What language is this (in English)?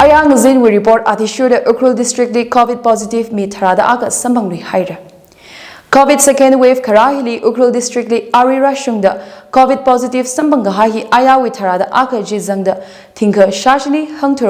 Tangkhul Naga (India)